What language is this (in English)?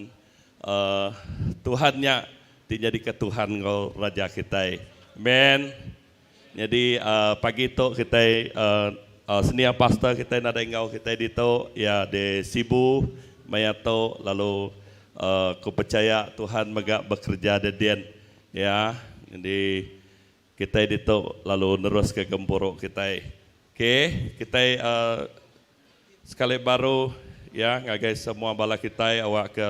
Iban